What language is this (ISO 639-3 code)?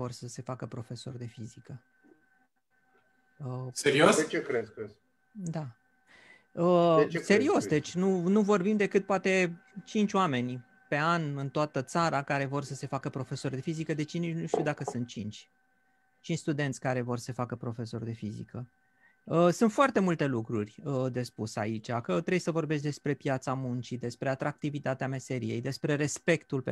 ron